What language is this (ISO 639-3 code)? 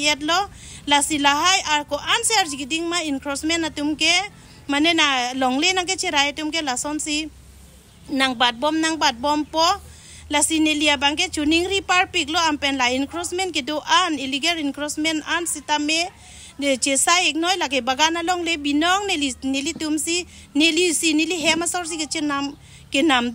mjw